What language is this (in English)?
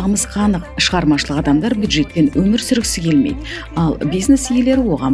Kazakh